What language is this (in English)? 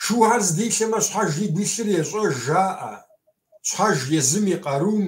Kabardian